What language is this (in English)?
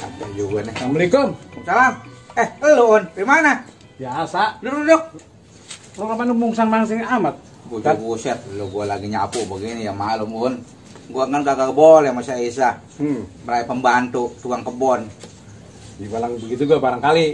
Betawi